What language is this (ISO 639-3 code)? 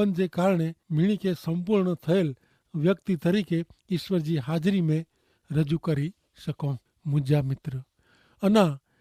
kfr